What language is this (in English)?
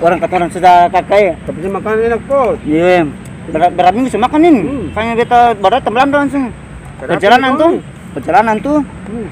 Ambonese Malay